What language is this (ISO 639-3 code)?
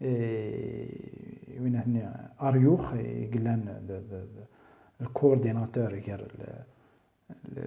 kab